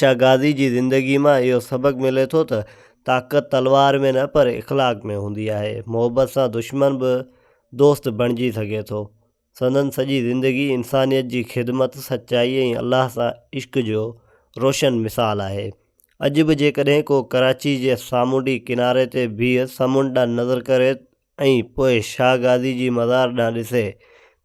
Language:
Sindhi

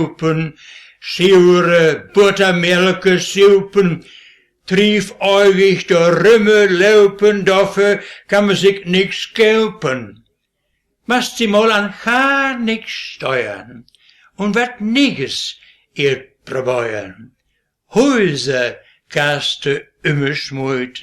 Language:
Westphalien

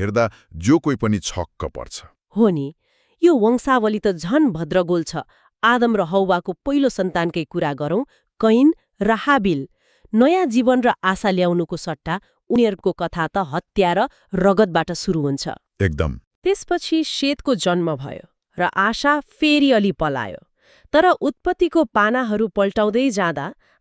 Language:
Nepali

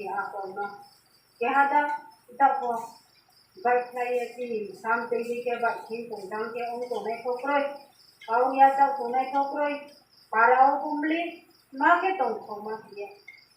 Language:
Riang (India)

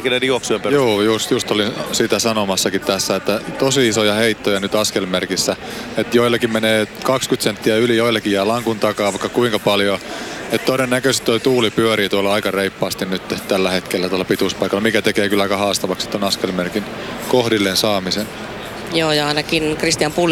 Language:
Finnish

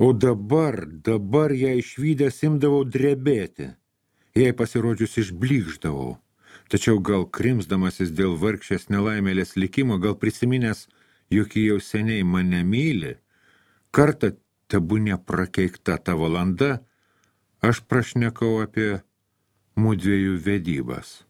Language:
Lithuanian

